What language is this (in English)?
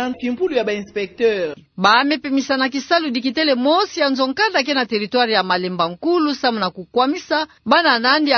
Kituba (Democratic Republic of Congo)